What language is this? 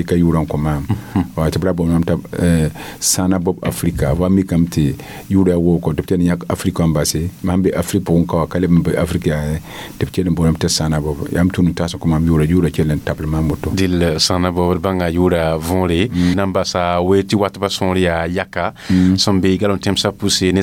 Mossi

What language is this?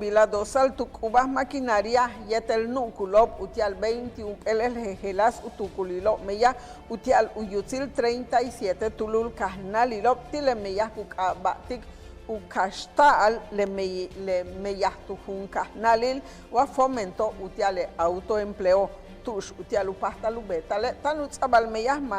Yucateco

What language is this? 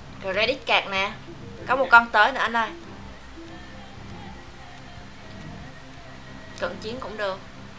Vietnamese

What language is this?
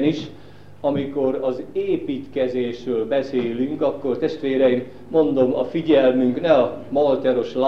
Hungarian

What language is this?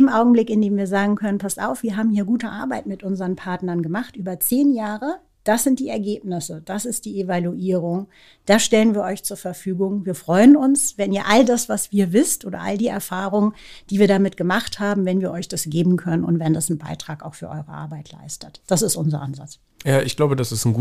German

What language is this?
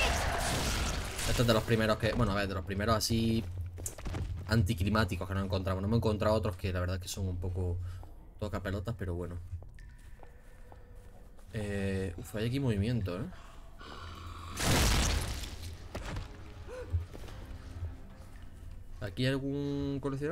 Spanish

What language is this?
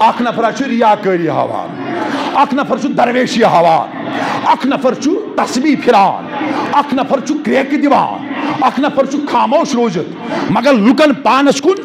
Kashmiri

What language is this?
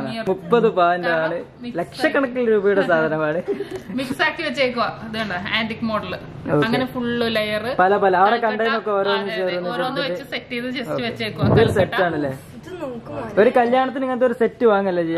Malayalam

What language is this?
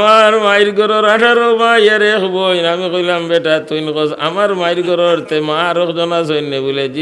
Sylheti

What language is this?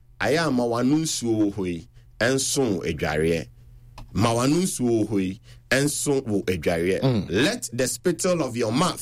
Akan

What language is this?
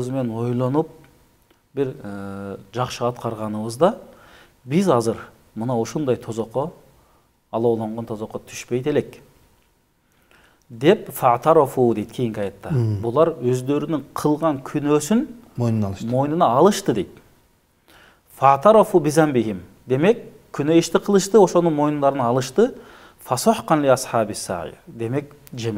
Kyrgyz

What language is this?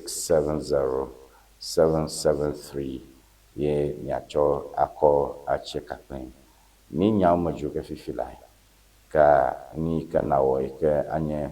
Ewe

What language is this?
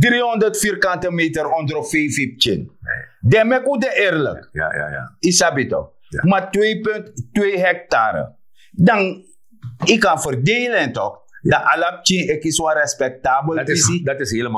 Sranan Tongo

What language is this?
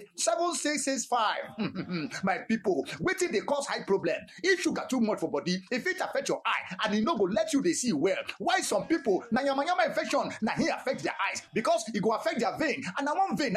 Nigerian Pidgin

